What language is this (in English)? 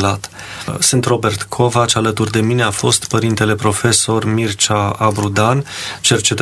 Romanian